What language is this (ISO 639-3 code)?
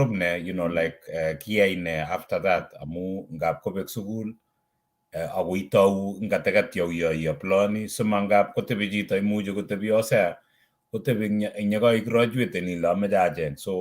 kln